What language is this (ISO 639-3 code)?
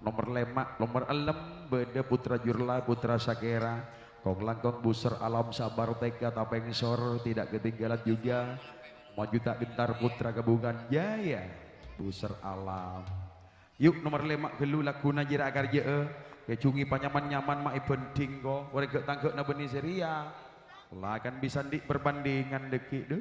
mad